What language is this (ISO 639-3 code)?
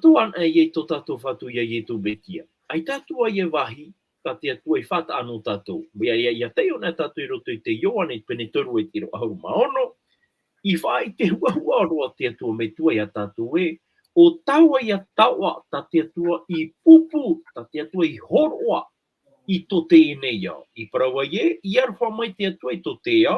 tah